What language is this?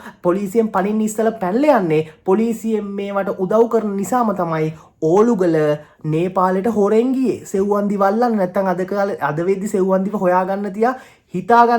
Sinhala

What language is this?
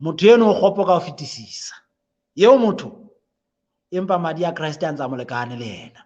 Southern Sotho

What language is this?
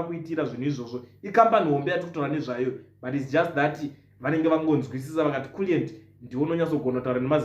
Shona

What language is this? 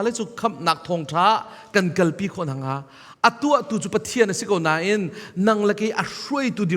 Hakha Chin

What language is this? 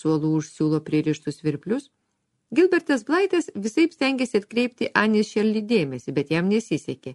Lithuanian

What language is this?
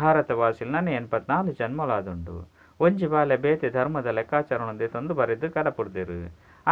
Tulu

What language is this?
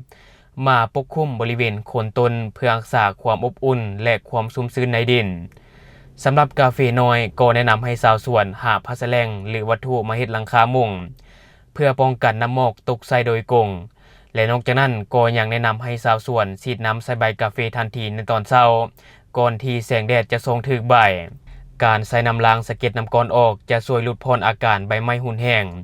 Lao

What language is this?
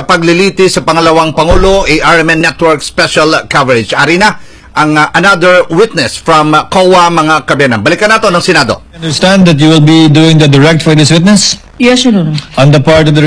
Hiligaynon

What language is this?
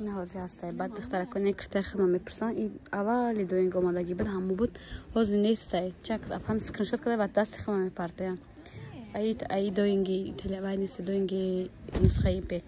Tajik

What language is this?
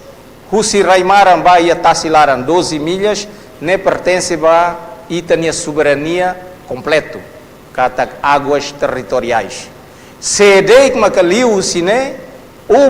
Tetum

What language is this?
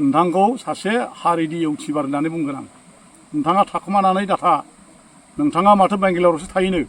Bodo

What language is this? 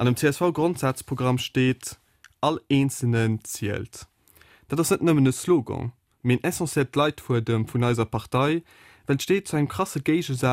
Luxembourgish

